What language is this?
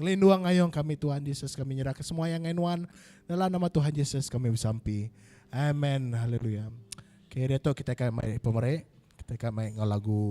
Iban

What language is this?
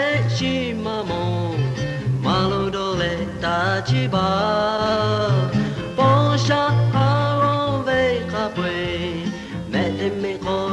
Lahu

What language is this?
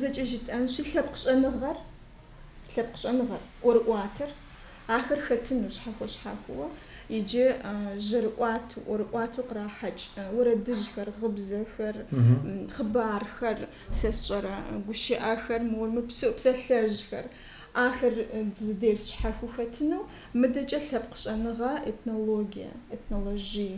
Kabardian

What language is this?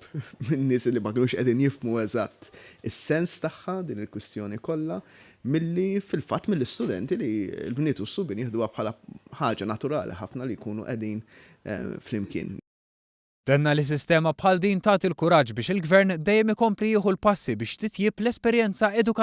Maltese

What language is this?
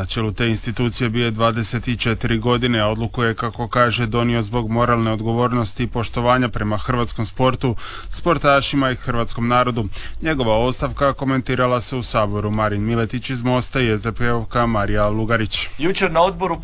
Croatian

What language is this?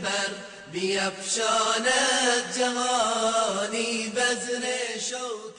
Persian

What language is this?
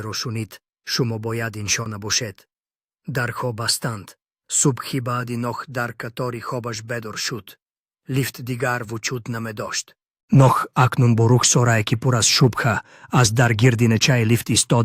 Tajik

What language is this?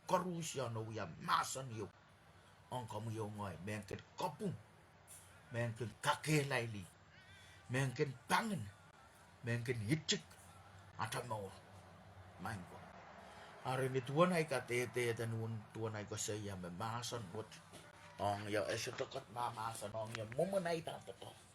Pohnpeian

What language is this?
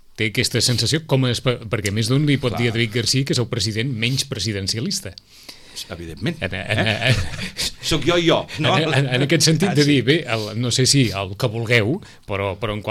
Catalan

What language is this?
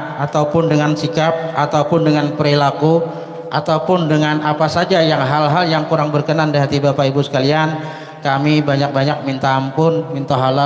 Banjar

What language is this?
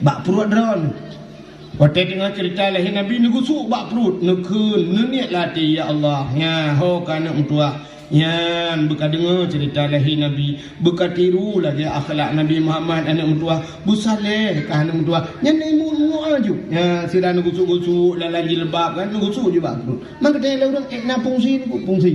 Achinese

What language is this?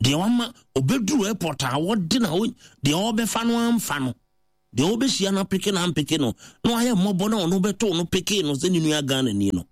Akan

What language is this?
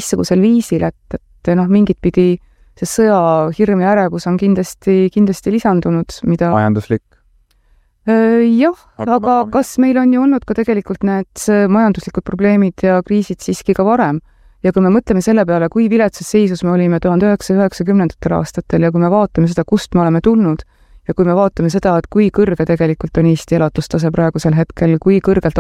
Estonian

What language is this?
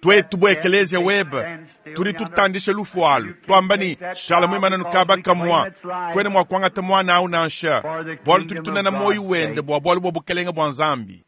Luba-Lulua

